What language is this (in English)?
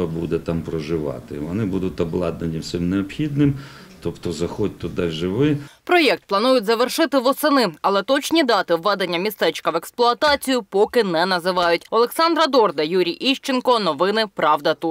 Ukrainian